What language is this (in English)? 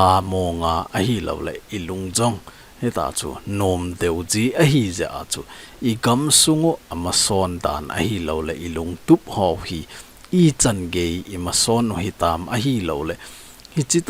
Thado Chin